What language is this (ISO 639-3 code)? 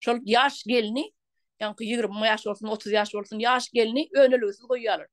tuk